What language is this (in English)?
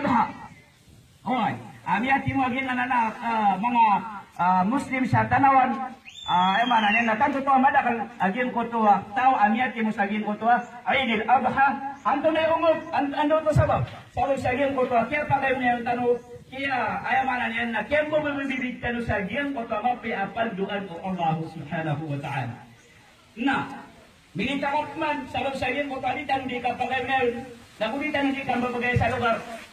Maranao